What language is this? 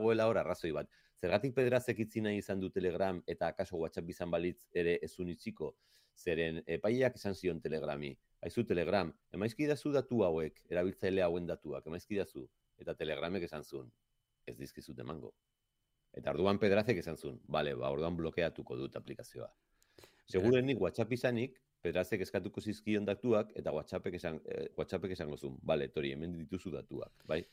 Basque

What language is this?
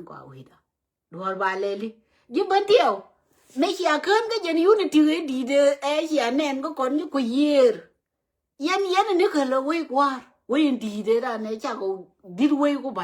Nuer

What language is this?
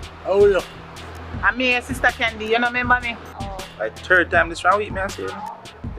Jamaican Creole English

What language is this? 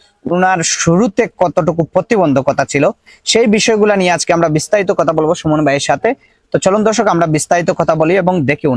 Bangla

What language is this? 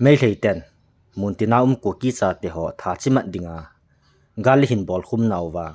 Thado Chin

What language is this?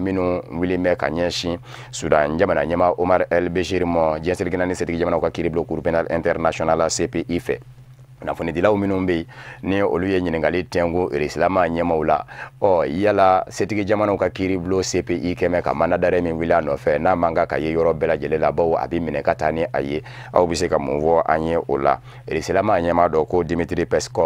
Bambara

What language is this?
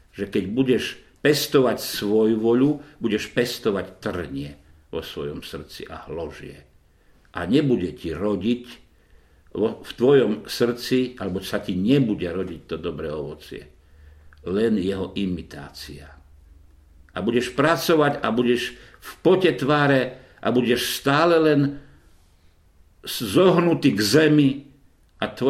Slovak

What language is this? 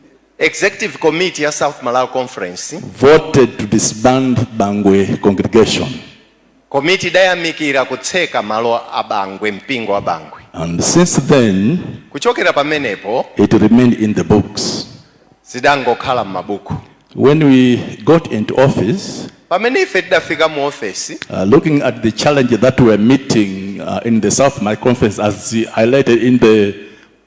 Nyanja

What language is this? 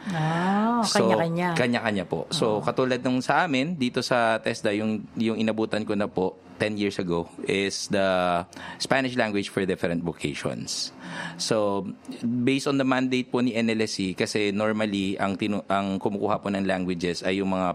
Filipino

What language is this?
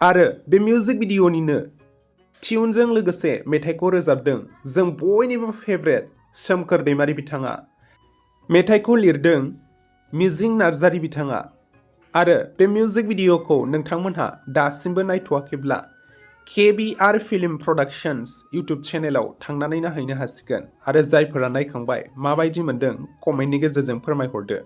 Bodo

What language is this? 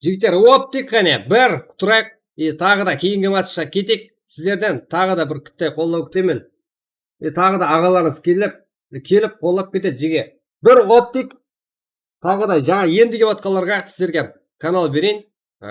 Kara-Kalpak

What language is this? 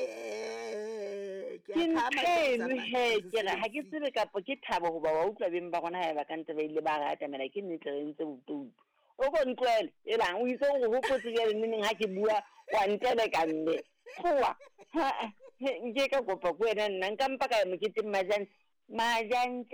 Southern Sotho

